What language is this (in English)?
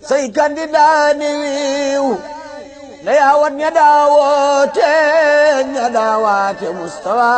Wolof